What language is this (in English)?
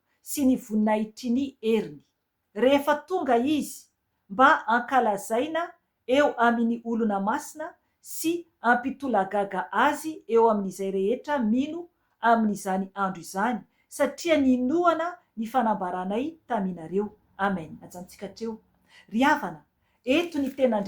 Malagasy